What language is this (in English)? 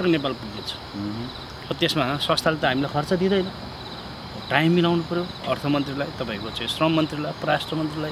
Nepali